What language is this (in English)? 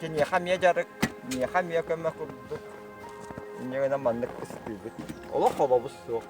Yakut